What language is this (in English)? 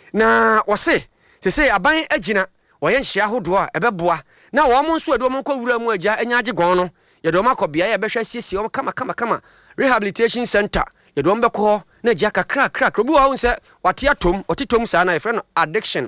Akan